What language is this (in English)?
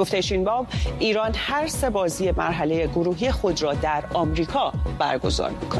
Persian